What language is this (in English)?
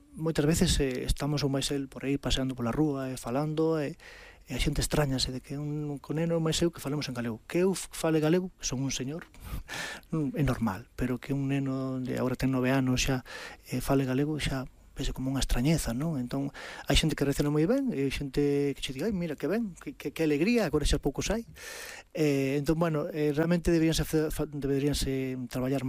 Galician